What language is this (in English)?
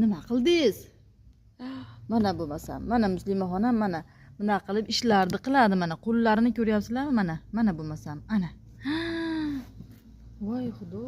Uzbek